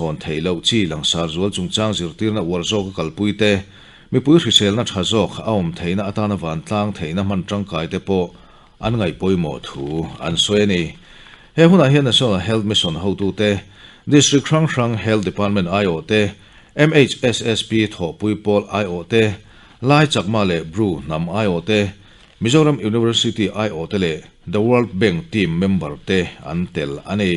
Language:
Mizo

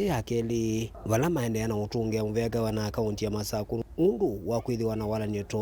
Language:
Kamba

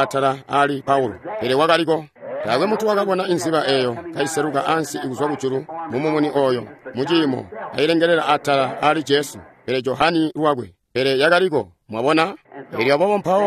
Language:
Tonga (Zambia)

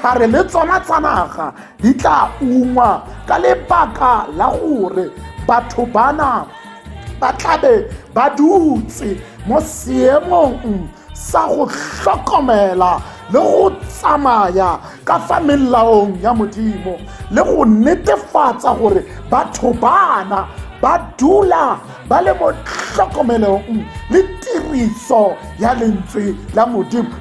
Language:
Tswana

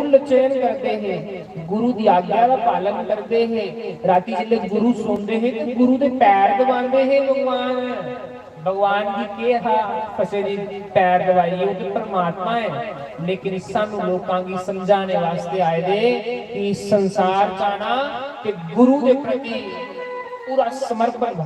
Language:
Dogri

